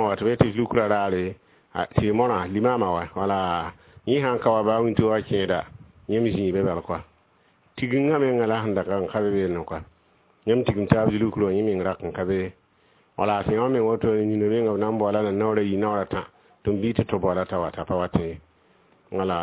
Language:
Mossi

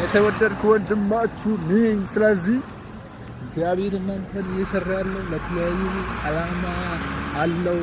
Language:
Amharic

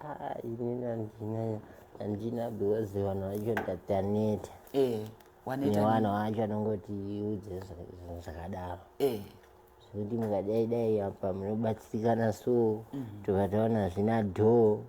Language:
Shona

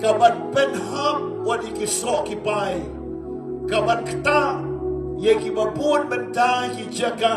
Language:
Khasi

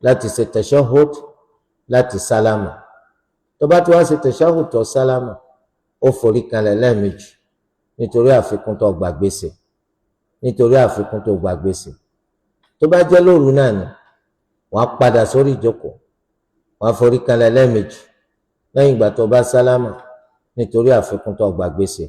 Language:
Yoruba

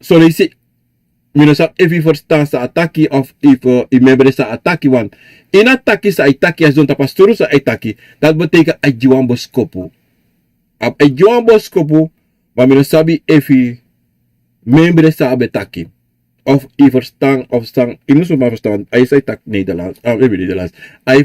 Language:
Sranan Tongo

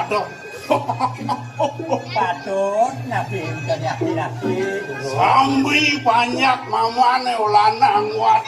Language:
Balinese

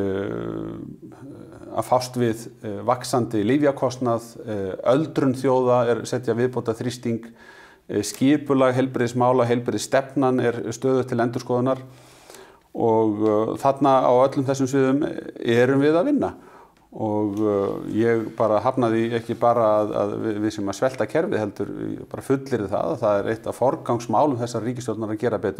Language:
Icelandic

